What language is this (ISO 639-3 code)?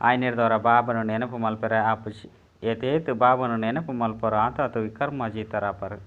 tcy